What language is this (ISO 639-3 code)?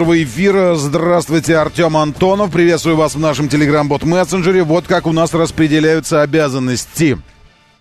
rus